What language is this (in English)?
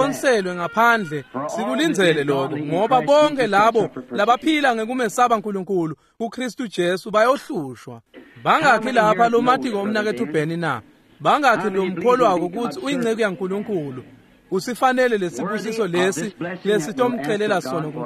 Swati